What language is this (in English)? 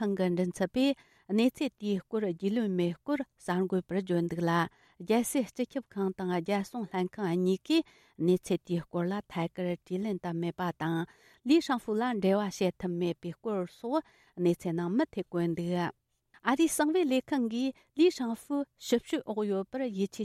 Tibetan